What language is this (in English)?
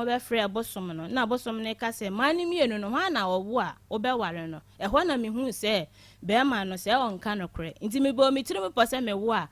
Akan